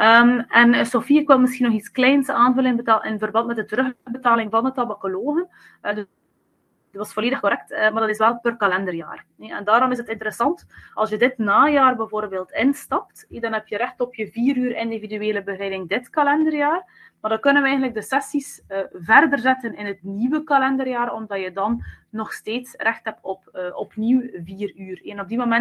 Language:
Dutch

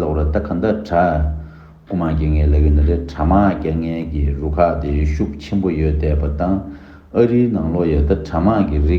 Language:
Tibetan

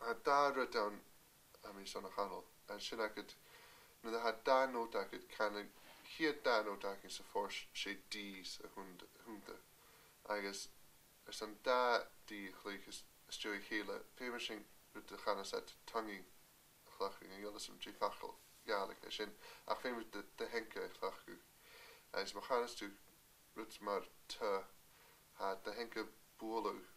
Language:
Scottish Gaelic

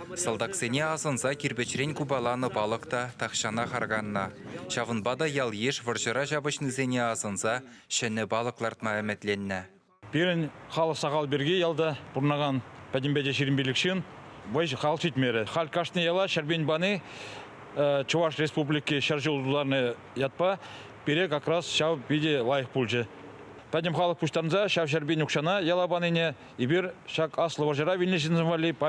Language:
Chuvash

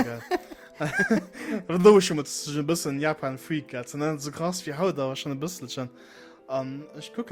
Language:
Luxembourgish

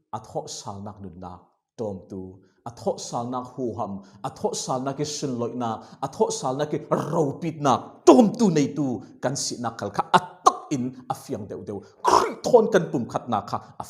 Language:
Falam Chin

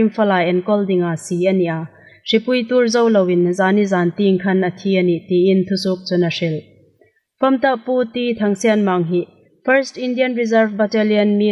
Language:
Hmar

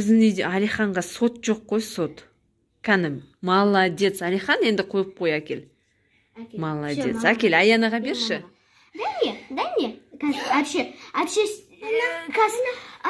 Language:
Kazakh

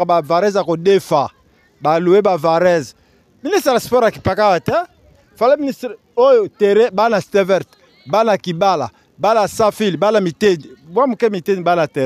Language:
Lingala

